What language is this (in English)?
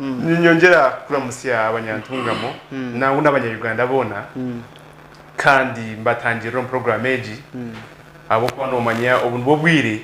Nyankole